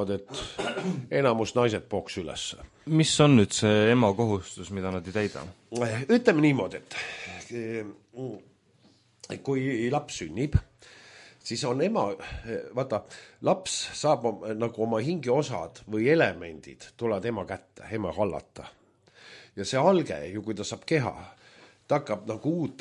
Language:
Estonian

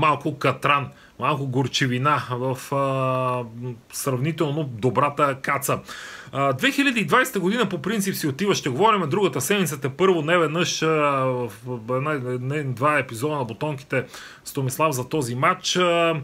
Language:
Bulgarian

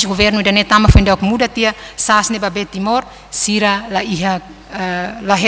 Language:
Tetum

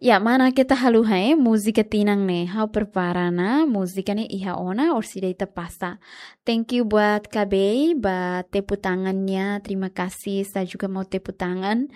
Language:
Tetum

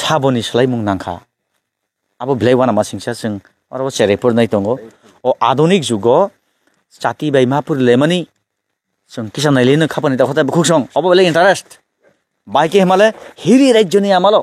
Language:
Kok Borok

